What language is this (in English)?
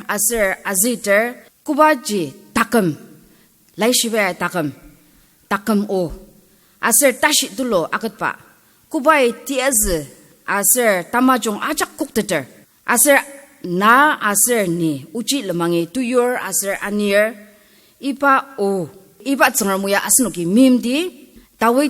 Ao Naga